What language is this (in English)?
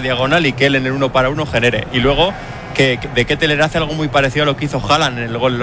Spanish